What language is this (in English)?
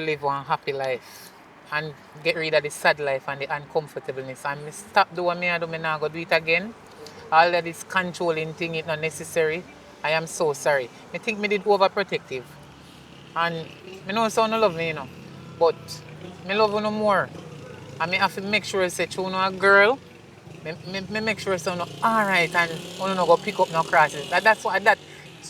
Jamaican Creole English